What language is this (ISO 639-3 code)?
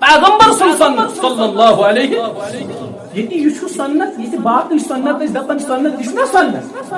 kas